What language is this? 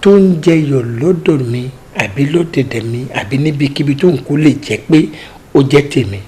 Yoruba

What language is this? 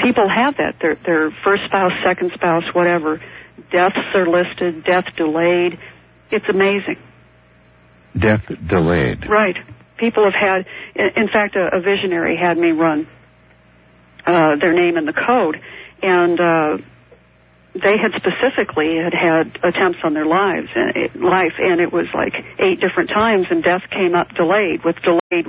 English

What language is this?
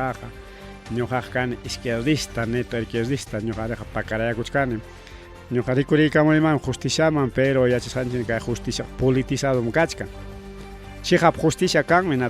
Ayacucho Quechua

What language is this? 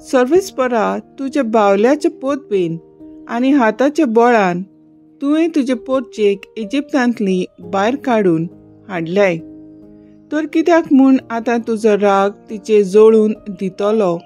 Konkani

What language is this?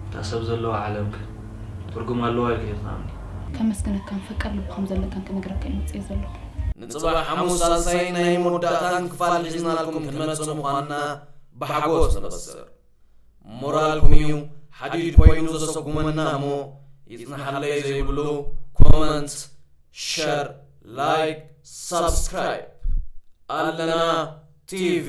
Tigrinya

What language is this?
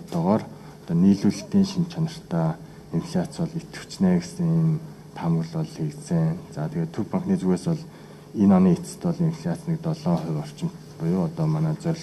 Mongolian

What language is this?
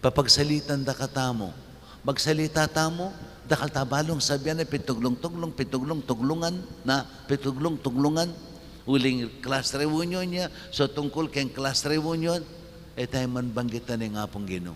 Pampanga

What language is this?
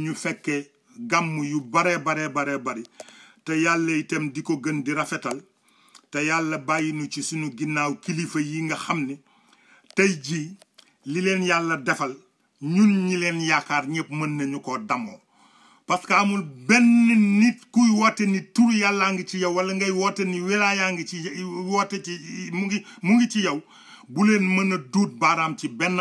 Wolof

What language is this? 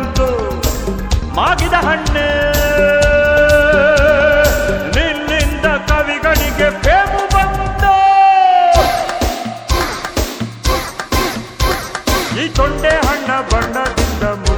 Kannada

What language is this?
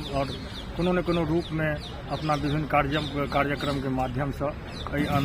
Maithili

